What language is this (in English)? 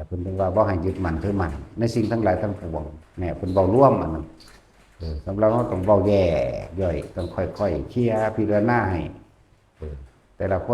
Northeastern Thai